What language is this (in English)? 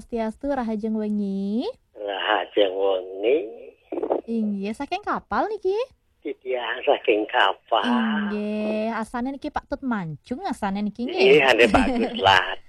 Balinese